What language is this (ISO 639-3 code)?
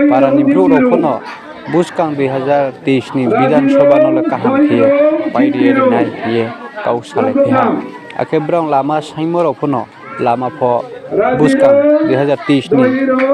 ria